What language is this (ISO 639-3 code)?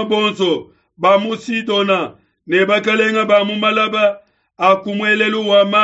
lua